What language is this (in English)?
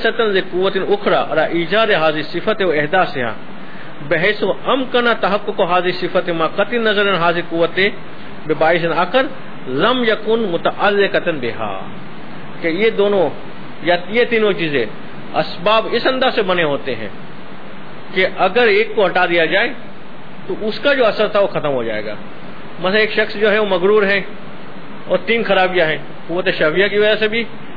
Urdu